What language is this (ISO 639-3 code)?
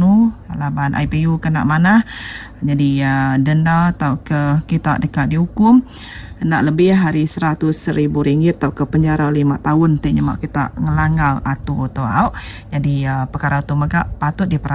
iba